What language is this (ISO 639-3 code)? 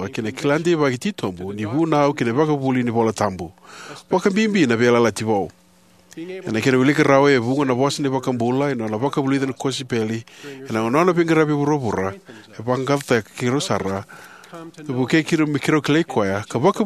fij